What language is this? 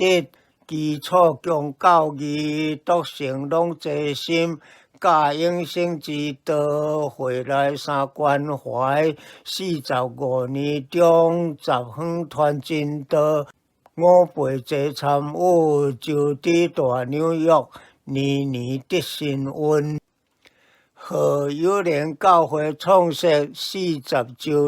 Min Nan Chinese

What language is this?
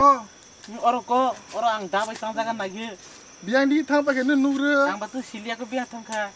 Kok Borok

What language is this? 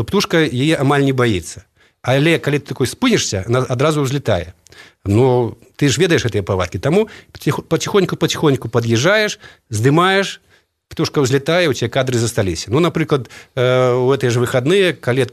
Belarusian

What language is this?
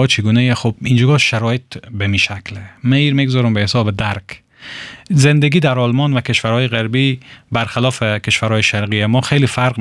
Persian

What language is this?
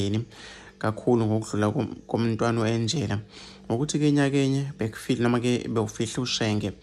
Zulu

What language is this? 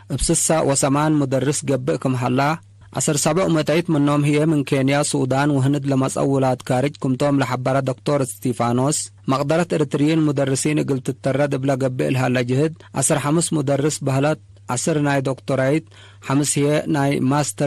Tigre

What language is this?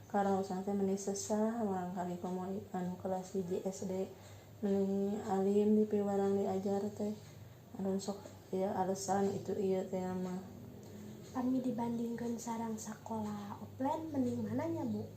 Sundanese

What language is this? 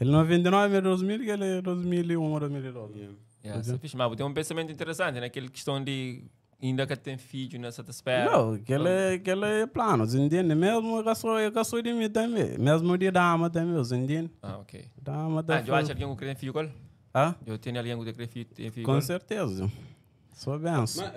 Kabuverdianu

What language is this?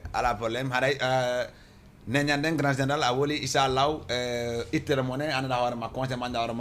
Fula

